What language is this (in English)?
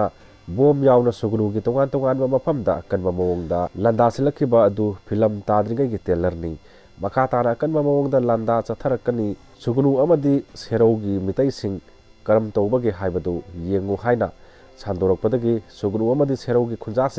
Manipuri